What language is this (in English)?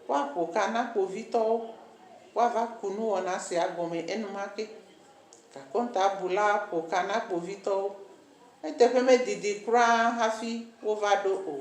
Ewe